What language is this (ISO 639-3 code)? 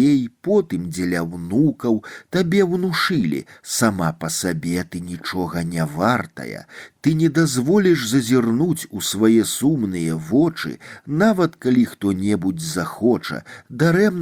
bel